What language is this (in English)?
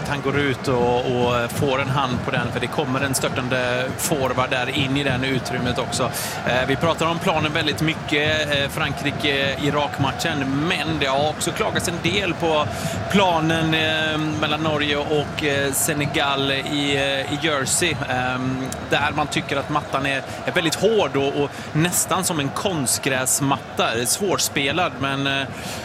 Swedish